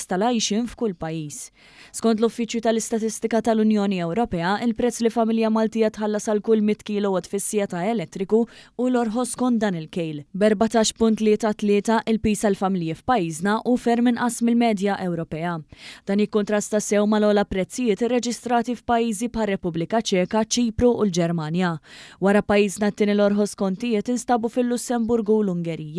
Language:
Maltese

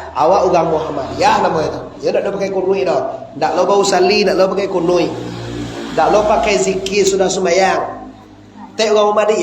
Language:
Minangkabau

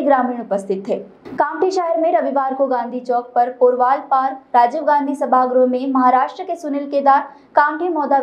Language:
Hindi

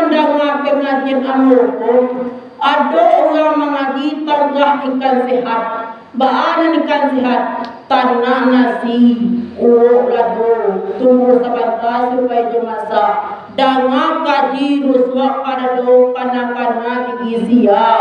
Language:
Minangkabau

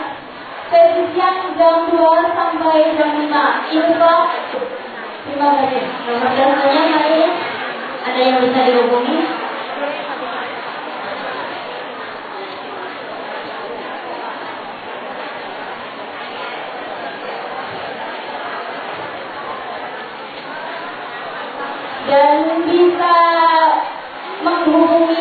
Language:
Indonesian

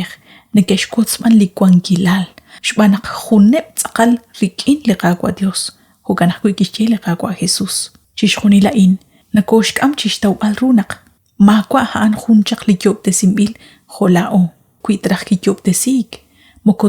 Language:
Kekchí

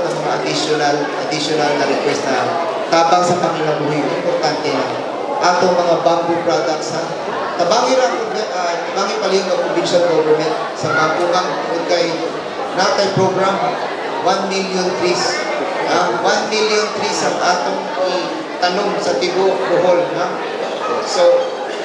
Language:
Cebuano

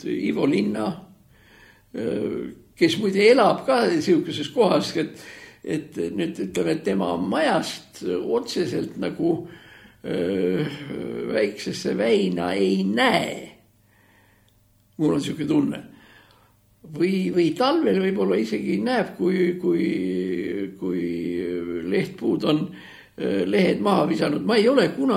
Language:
Estonian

